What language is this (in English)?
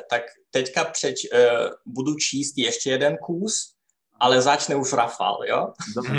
Rusyn